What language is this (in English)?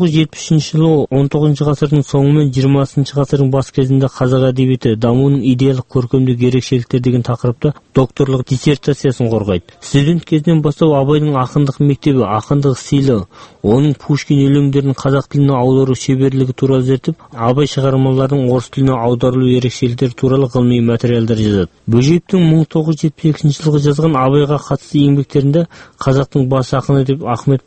Kazakh